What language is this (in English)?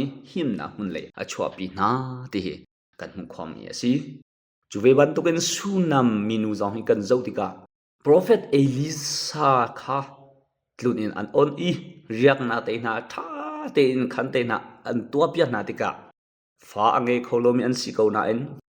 Hakha Chin